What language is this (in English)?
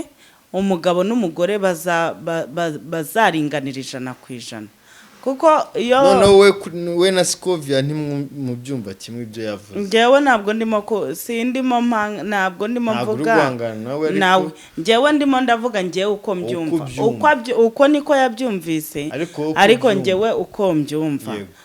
Kinyarwanda